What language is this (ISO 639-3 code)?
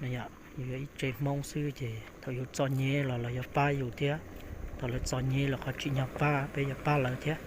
hmn